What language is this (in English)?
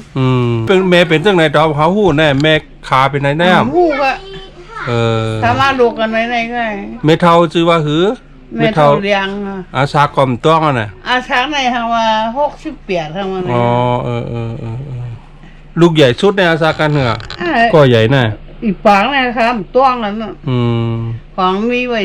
Shan